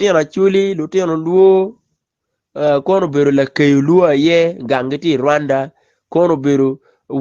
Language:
Acoli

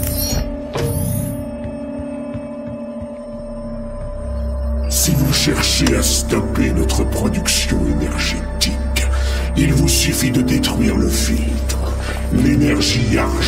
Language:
French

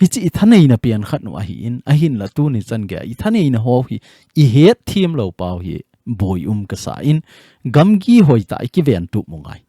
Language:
Thado Chin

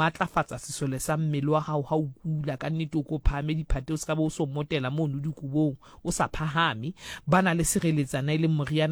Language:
Southern Sotho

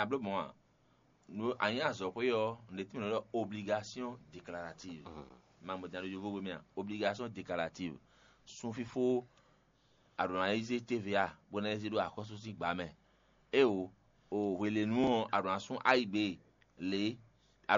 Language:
Fon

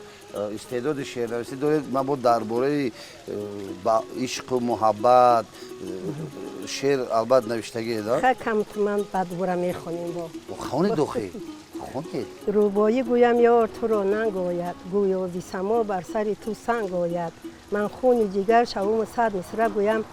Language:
Tajik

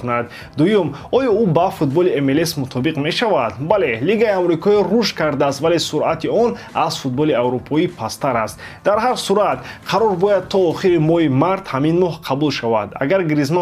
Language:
Tajik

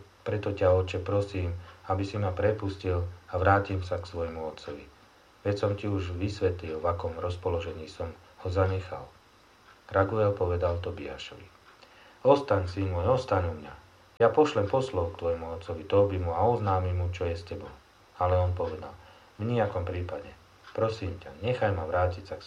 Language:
Slovak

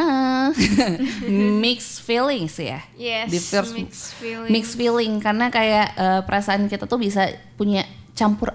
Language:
Indonesian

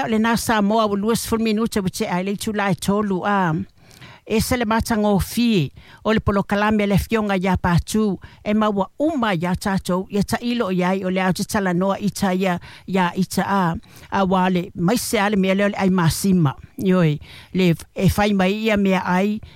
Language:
Samoan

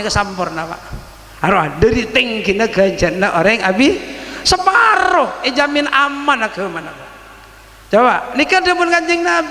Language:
Madurese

